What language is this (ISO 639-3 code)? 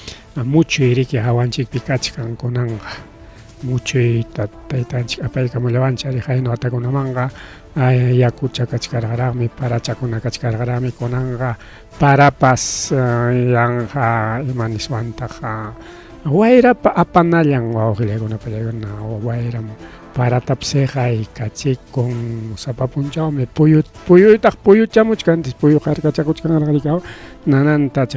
quy